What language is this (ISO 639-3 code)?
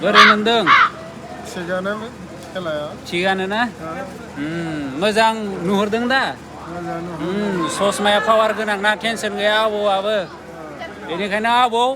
brx